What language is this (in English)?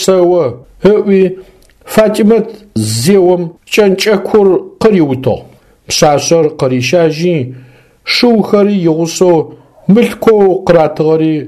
Adyghe